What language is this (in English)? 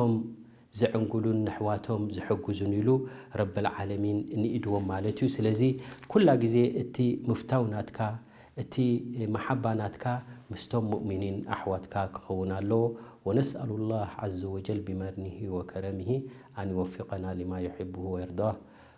Tigrinya